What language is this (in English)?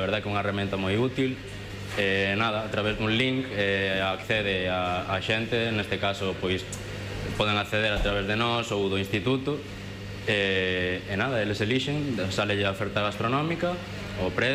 Galician